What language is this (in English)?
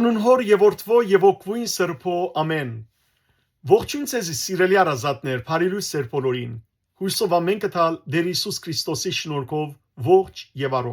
Western Armenian